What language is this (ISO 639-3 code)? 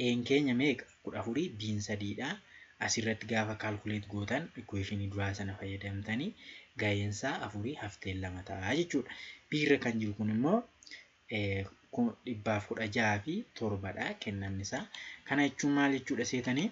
orm